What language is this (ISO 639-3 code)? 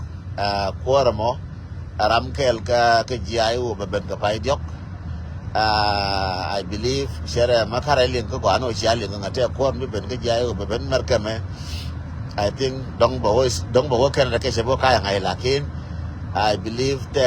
nus